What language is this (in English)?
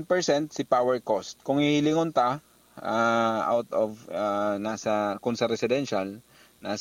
Bikol